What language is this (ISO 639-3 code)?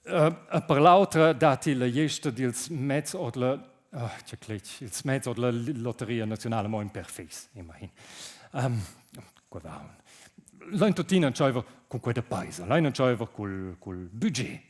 roh